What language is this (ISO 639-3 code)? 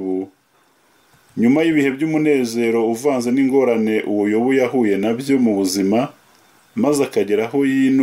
kin